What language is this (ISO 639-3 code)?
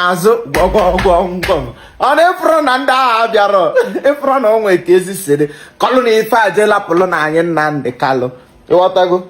ibo